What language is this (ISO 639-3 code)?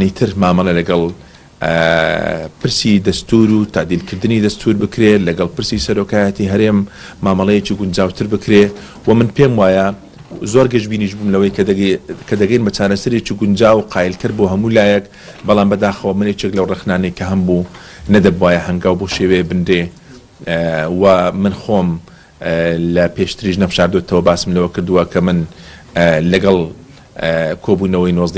ckb